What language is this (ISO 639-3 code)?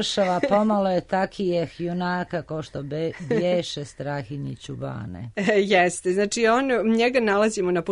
srp